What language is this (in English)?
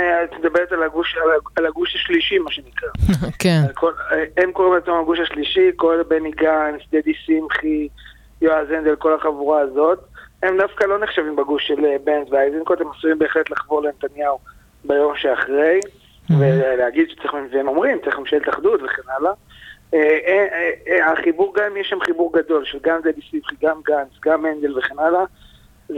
Hebrew